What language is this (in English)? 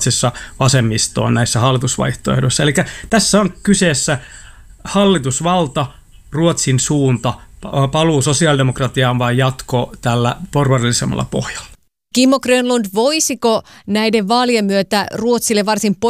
Finnish